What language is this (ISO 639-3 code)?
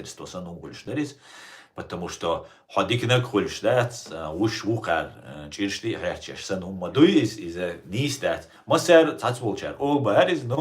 che